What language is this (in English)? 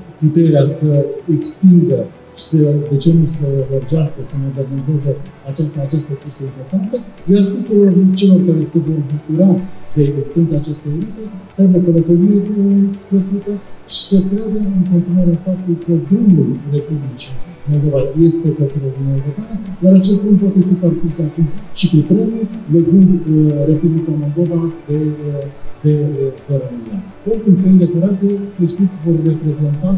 Romanian